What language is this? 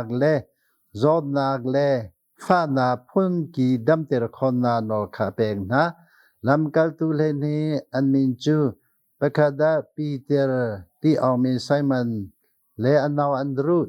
Hakha Chin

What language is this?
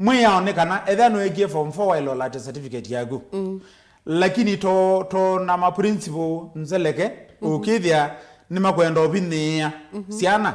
Kamba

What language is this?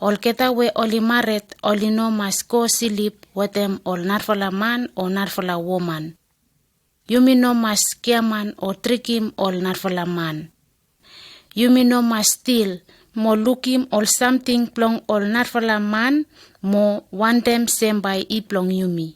Bislama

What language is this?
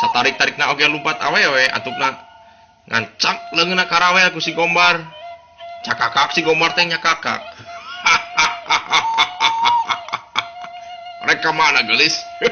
Sundanese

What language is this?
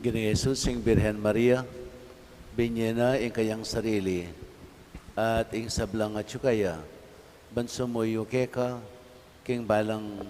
Pampanga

